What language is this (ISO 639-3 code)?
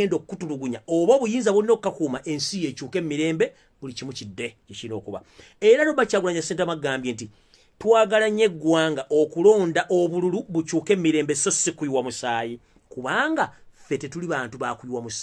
lug